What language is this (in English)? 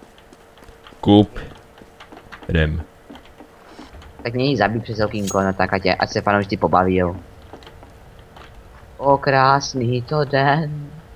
Czech